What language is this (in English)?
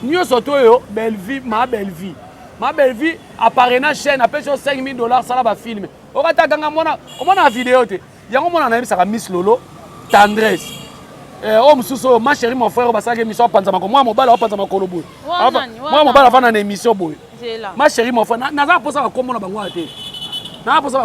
Lingala